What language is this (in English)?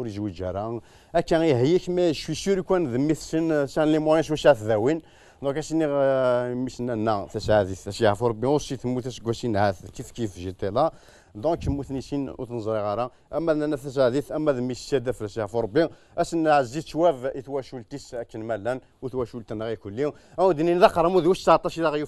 Kabyle